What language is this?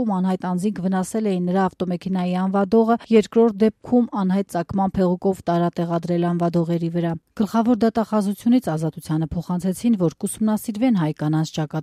Armenian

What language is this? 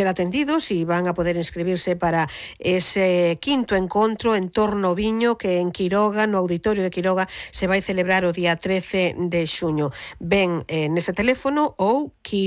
Galician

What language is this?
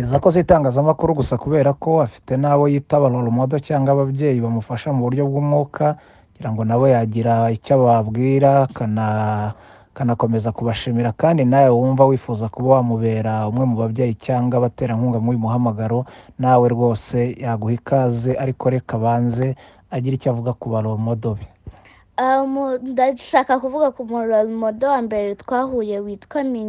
Kinyarwanda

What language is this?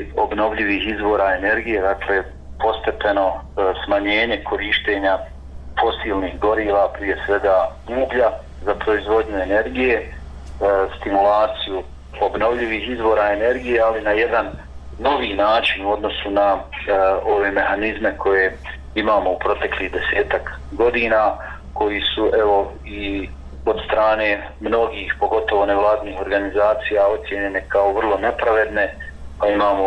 Bosnian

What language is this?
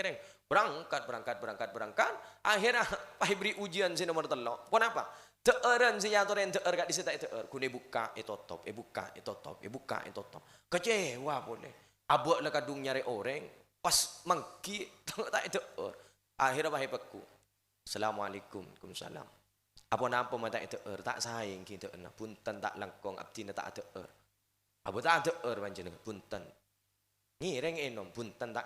Madurese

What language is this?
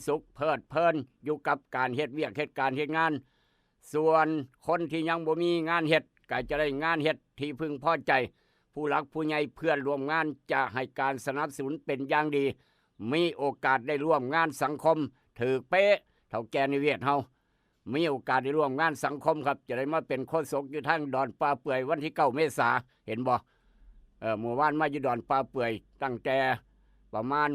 Northeastern Thai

